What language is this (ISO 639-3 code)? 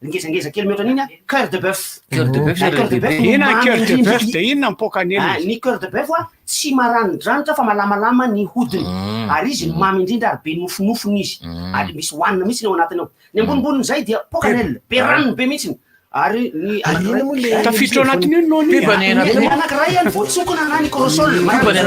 mlg